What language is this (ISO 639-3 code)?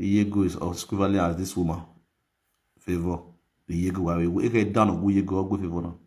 pcm